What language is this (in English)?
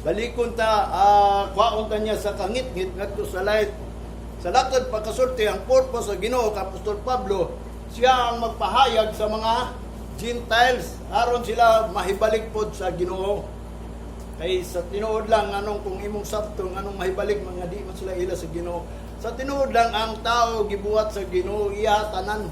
Cebuano